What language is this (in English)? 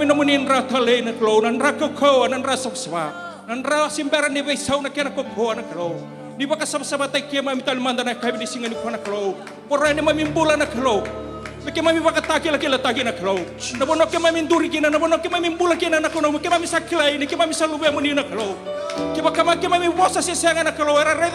Fijian